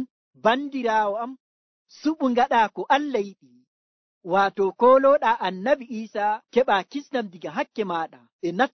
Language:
Nigerian Fulfulde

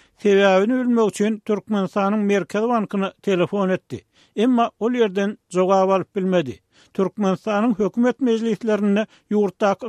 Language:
Turkmen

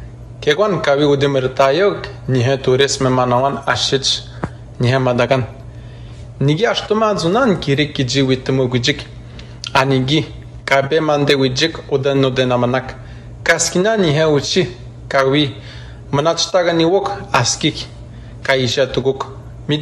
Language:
Atikamekw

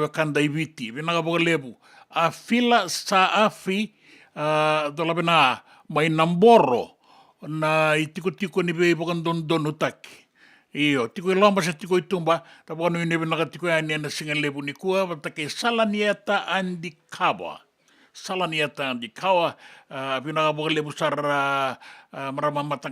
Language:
Fijian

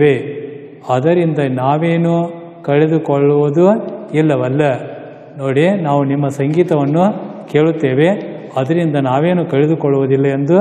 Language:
Kannada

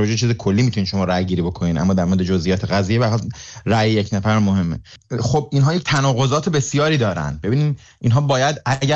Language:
Persian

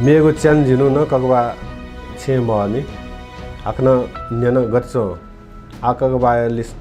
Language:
Newari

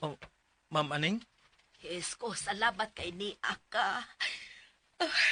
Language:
Cebuano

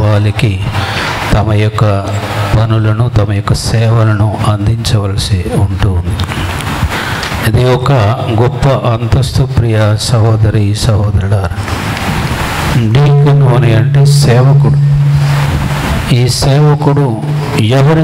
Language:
Telugu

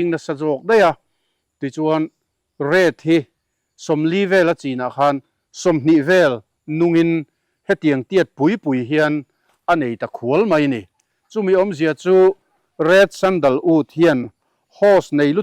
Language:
Mizo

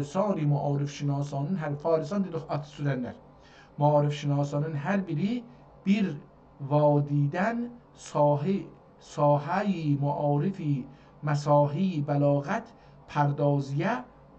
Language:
South Azerbaijani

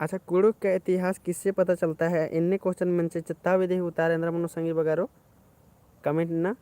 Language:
Kurukh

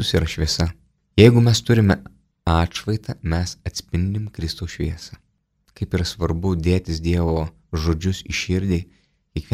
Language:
Lithuanian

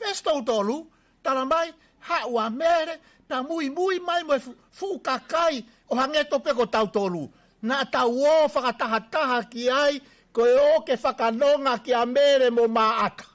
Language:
Tongan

